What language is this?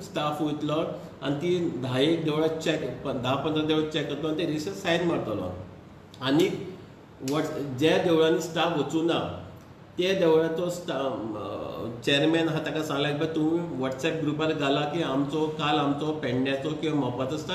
Konkani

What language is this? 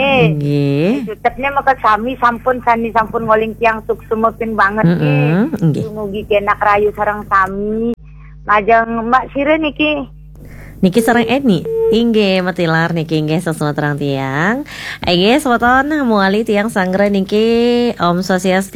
Balinese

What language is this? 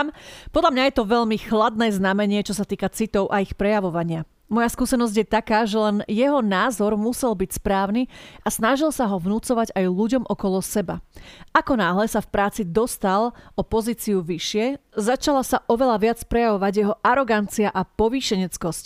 Slovak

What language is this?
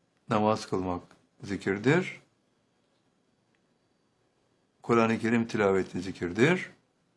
Turkish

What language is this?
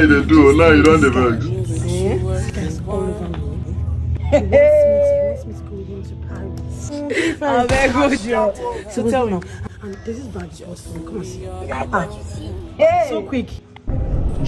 Nigerian Pidgin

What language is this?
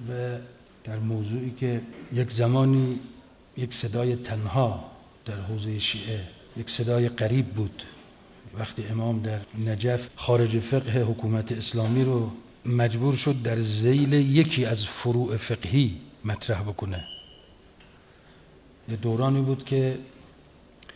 Persian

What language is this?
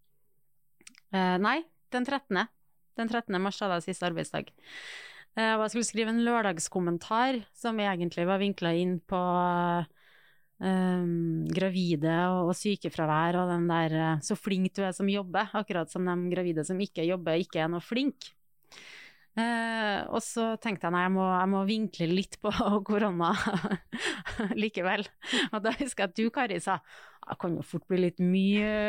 Norwegian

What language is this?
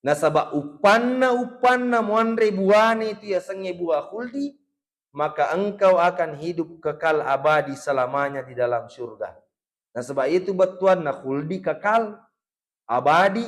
Buginese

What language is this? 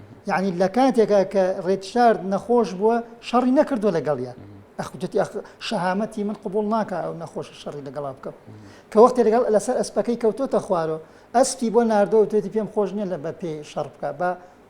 Central Kurdish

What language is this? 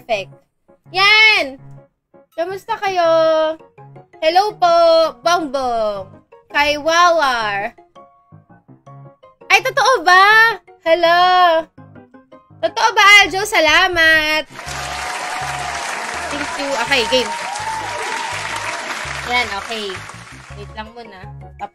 Filipino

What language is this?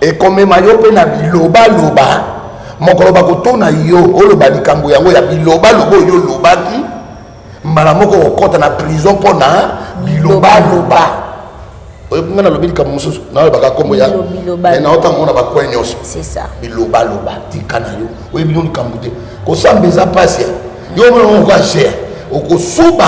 Lingala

